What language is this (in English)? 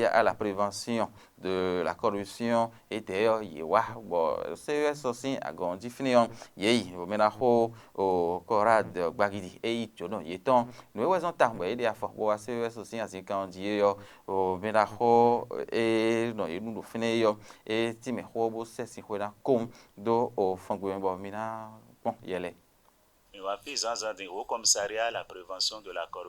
Fon